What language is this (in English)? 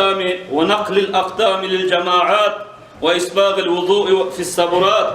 Kumyk